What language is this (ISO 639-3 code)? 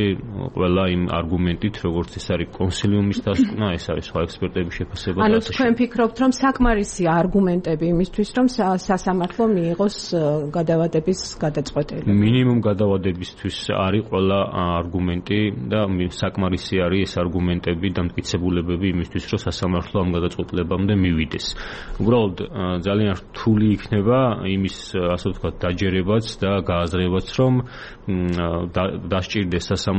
kat